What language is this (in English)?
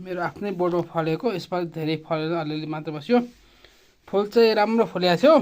Nepali